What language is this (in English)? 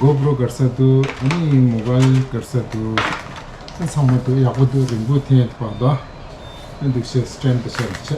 Tibetan